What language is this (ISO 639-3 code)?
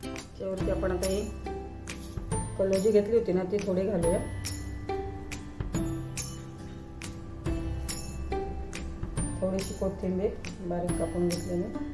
mar